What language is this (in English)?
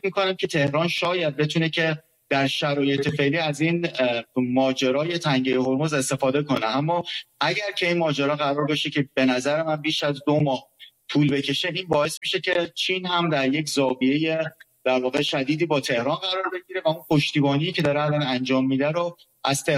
Persian